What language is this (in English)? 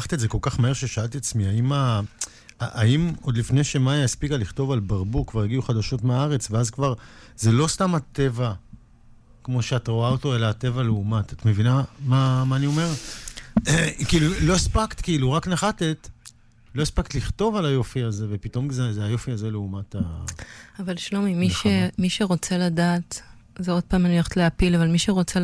Hebrew